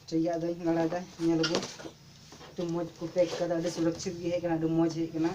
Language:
Santali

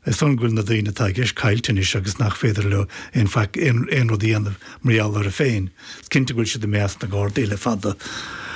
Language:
Irish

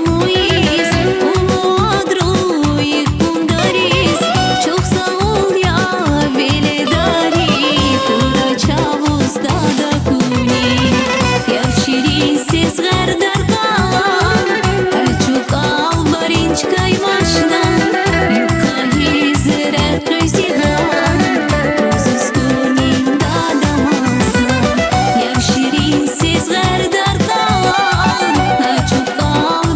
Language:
Tabassaran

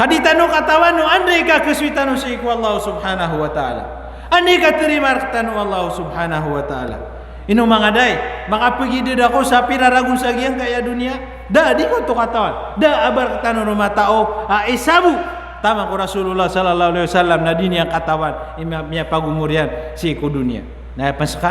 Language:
Maranao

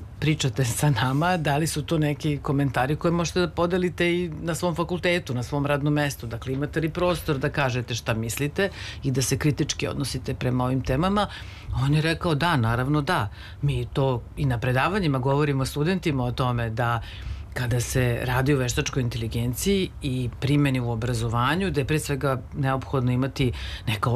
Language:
Serbian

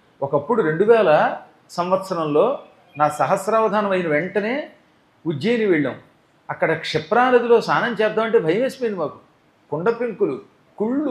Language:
Telugu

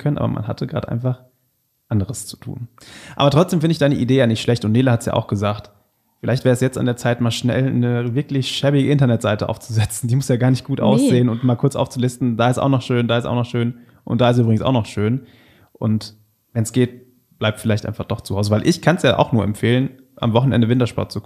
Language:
German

